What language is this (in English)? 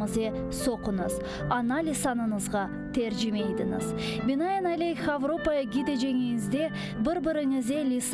Crimean Tatar